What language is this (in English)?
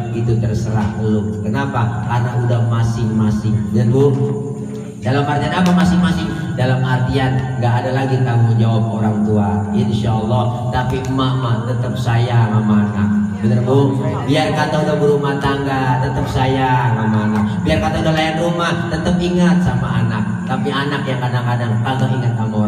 Betawi